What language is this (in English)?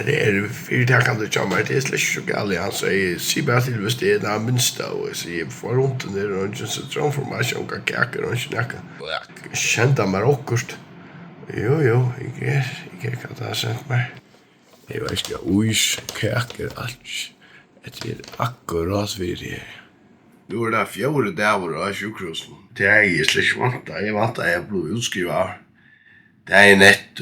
Faroese